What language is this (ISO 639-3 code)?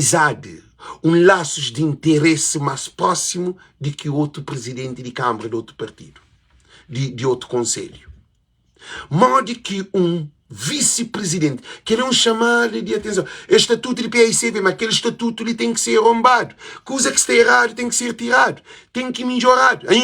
kea